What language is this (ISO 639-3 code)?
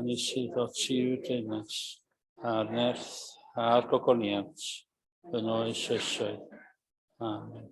cym